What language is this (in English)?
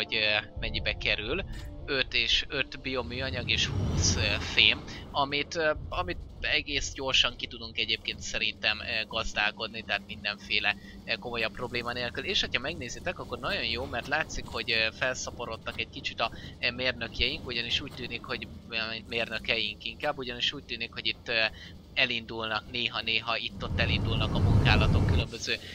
Hungarian